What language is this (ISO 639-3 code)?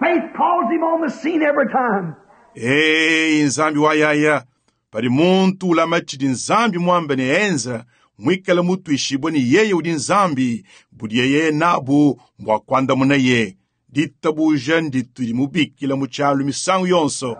lua